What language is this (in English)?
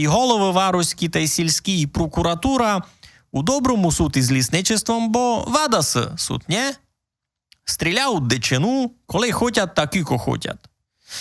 Rusyn